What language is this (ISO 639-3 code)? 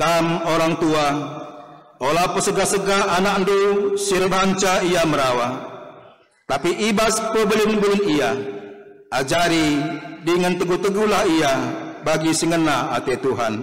btx